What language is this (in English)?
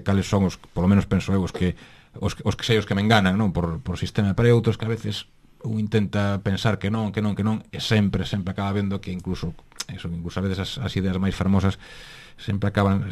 Galician